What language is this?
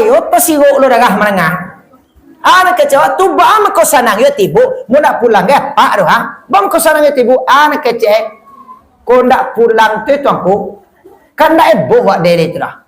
Minangkabau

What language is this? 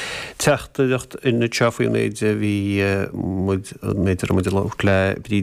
Irish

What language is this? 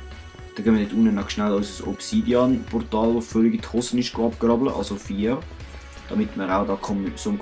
Swiss German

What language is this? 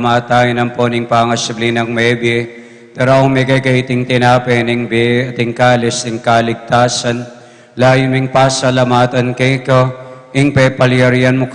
Pampanga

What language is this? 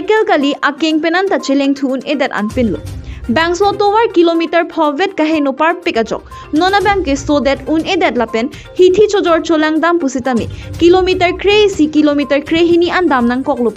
Karbi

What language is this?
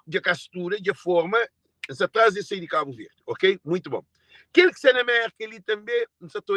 Kabuverdianu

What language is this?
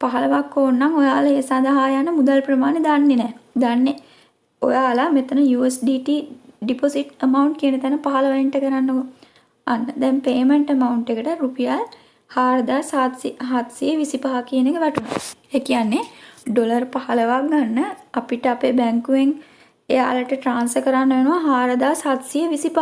Sinhala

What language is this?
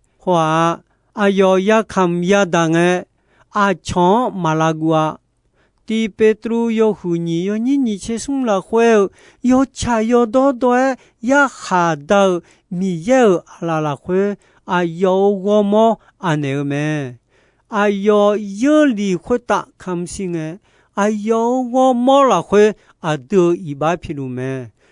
Akha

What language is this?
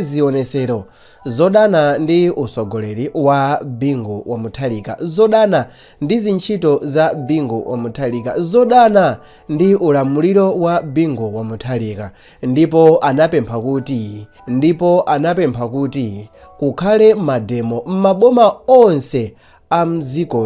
Nyanja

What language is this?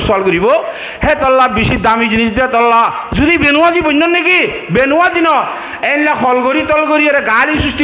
Rohingya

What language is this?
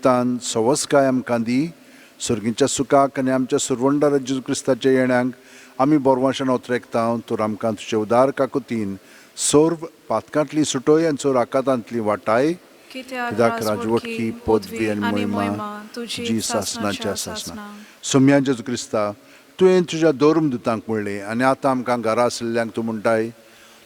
Konkani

